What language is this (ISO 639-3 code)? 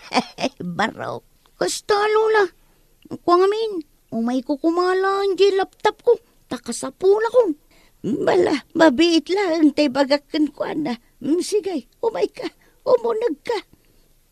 ilo